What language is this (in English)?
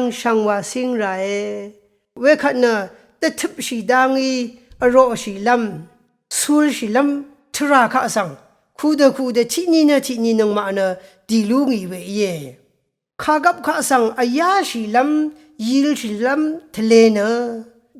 Rawang